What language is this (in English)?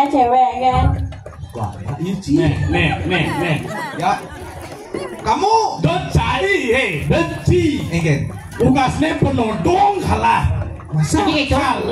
Balinese